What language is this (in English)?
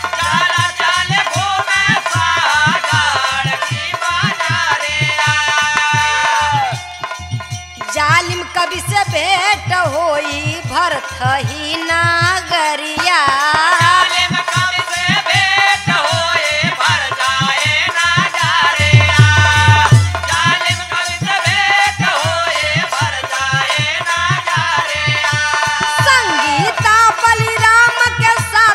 Bhojpuri